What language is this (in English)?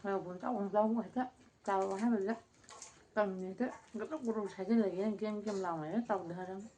Manipuri